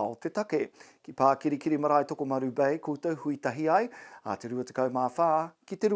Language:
Māori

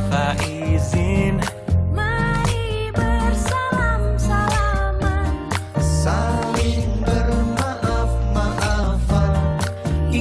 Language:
Banjar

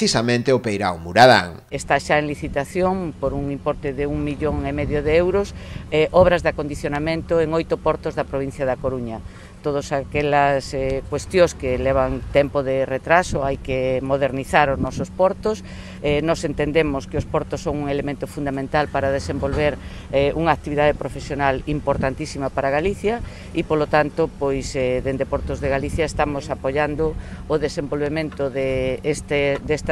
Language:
Galician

